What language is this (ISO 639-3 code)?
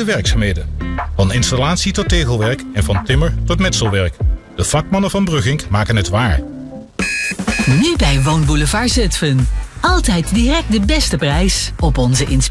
nld